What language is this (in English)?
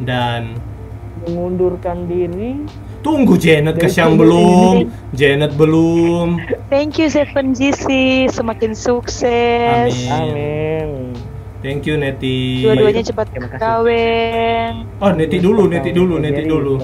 Manado Malay